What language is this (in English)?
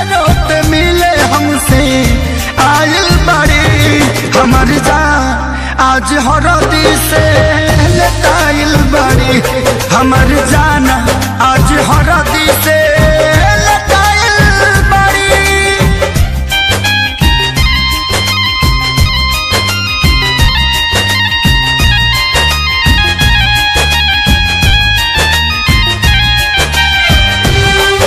Bhojpuri